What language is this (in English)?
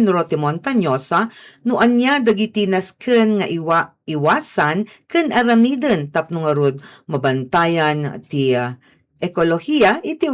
Iloko